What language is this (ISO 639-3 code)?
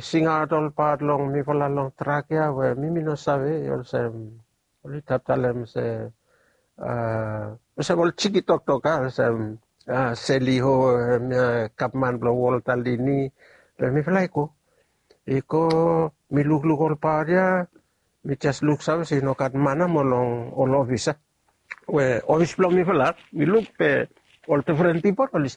bis